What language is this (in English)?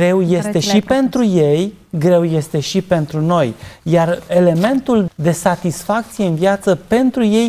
Romanian